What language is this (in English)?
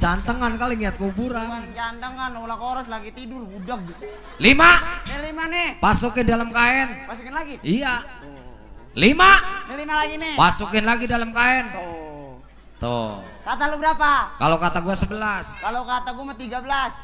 Betawi